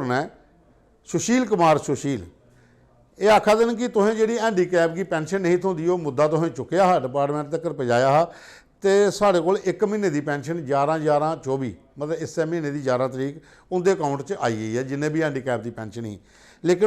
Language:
Dogri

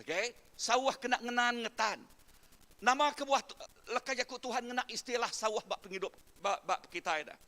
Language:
Iban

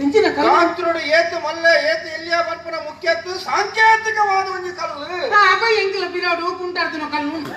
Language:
Tulu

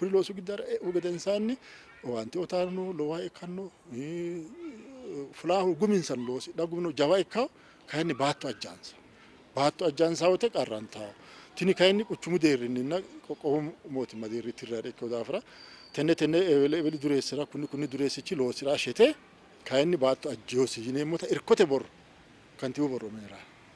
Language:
Sidamo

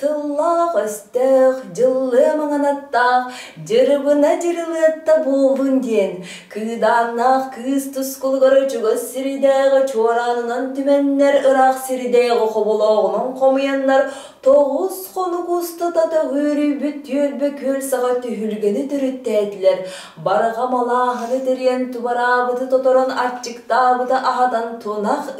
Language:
Yakut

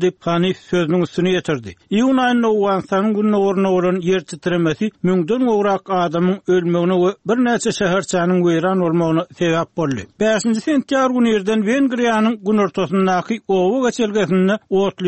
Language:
Turkmen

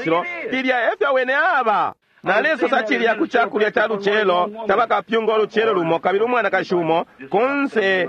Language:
Bemba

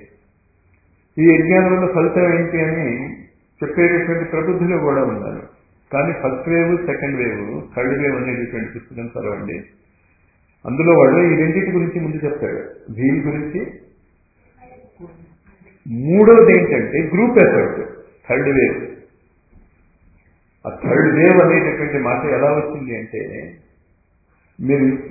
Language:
Telugu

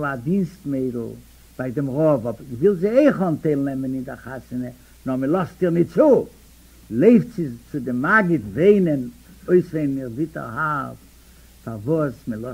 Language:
Yiddish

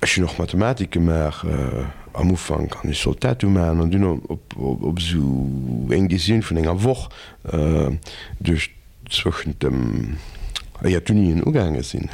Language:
Luxembourgish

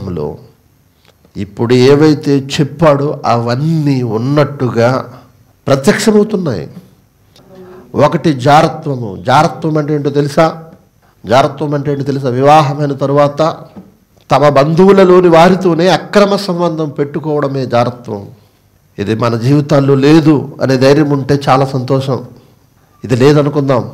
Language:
Telugu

